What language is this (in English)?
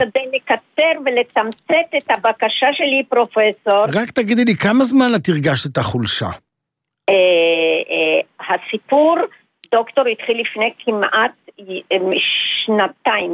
Hebrew